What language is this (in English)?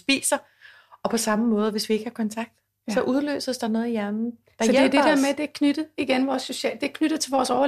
Danish